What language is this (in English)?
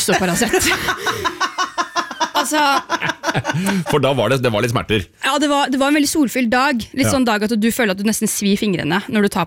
Norwegian